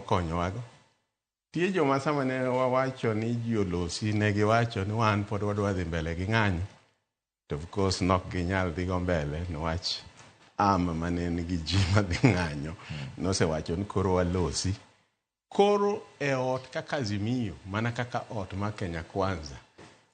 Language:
Luo (Kenya and Tanzania)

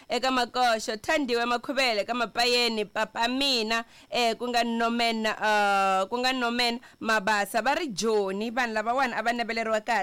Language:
Tsonga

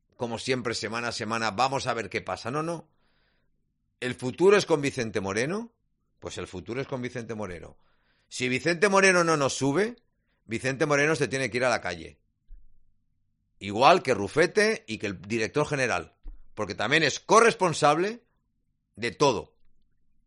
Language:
Spanish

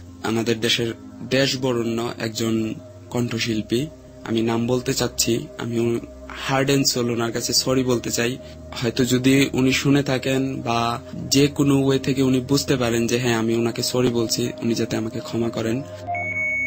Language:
Bangla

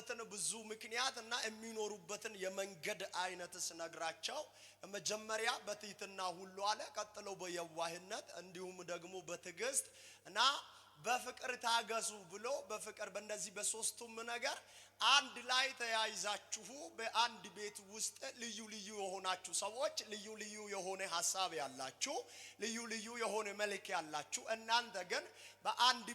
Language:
Amharic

